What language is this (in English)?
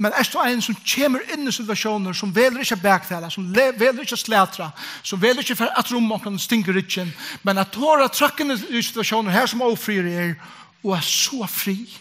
Faroese